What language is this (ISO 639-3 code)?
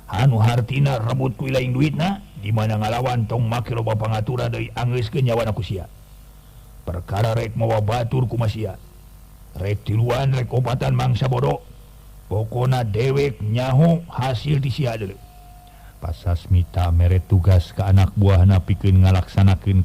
sun